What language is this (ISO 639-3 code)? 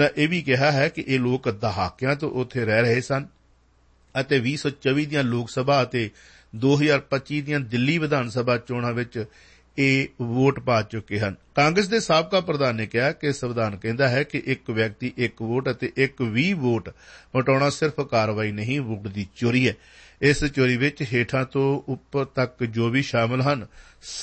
pan